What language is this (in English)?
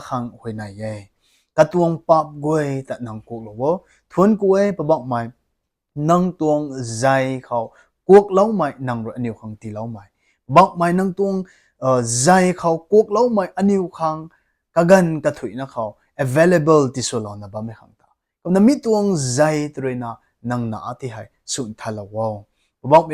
Rongmei Naga